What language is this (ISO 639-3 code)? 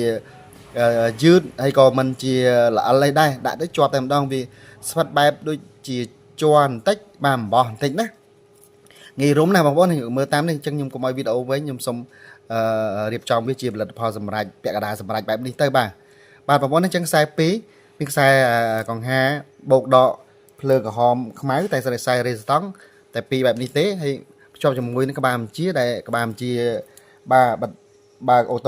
khm